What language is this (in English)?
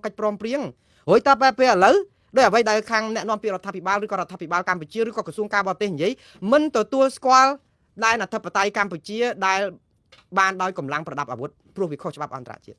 Khmer